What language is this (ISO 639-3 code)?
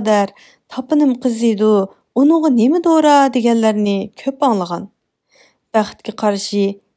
uig